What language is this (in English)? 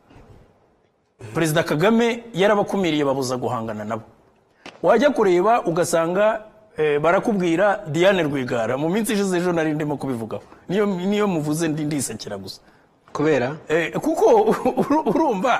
Kinyarwanda